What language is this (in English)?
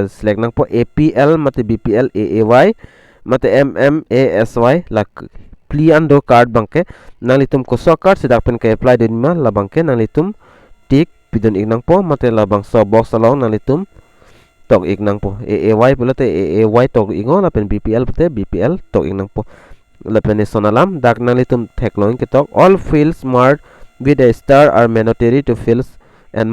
Karbi